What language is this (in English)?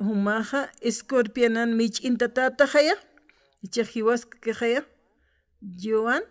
Aymara